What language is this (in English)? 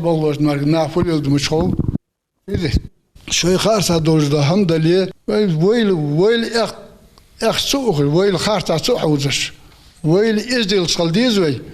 Ingush